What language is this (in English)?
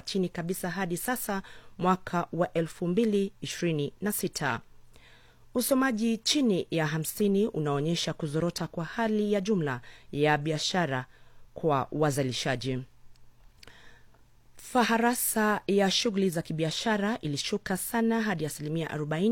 Swahili